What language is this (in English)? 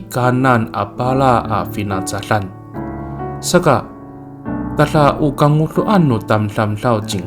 Amis